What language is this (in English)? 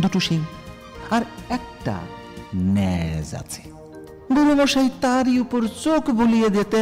Bangla